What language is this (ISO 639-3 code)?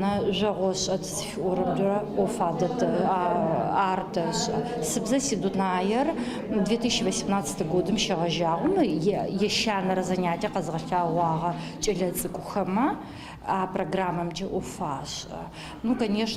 ady